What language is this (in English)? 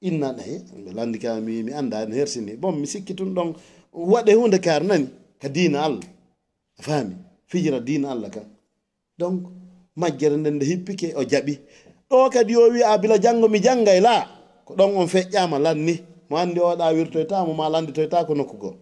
Fula